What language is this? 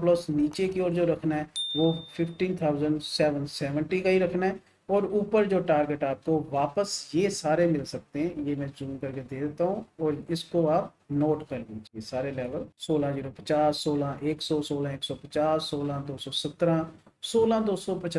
Hindi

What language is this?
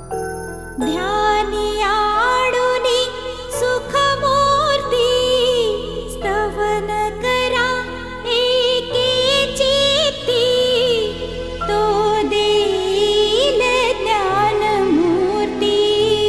Marathi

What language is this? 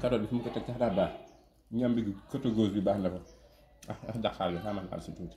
Wolof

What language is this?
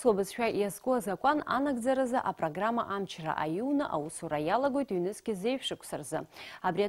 Abkhazian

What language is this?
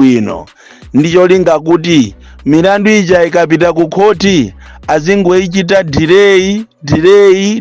Nyanja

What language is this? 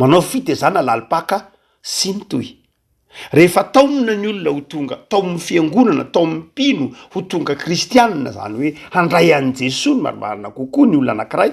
Malagasy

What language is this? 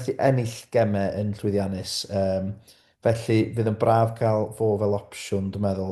Welsh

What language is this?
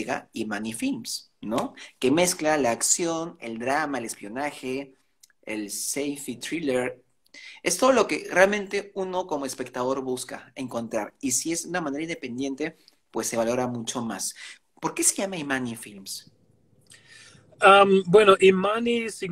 Spanish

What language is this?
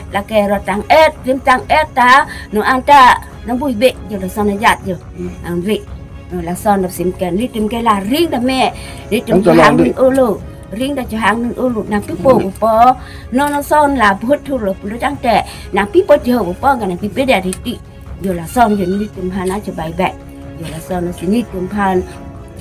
Karbi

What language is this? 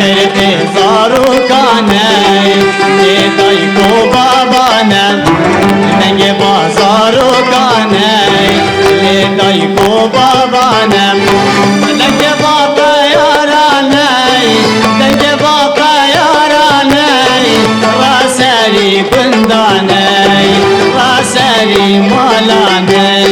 Kurdish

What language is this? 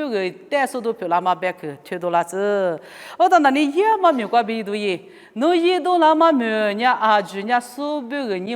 Lisu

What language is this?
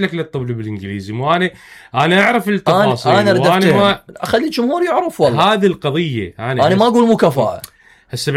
Mesopotamian Arabic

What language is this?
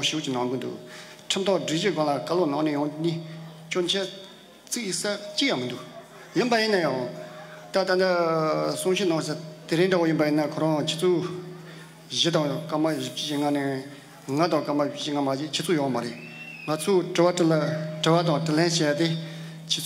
Tibetan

